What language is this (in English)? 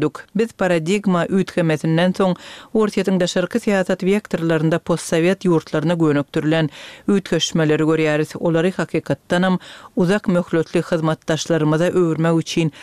Turkmen